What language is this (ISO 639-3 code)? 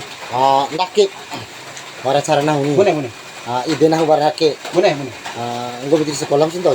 bhp